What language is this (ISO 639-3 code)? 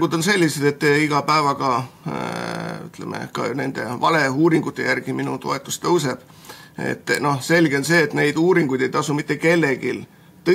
est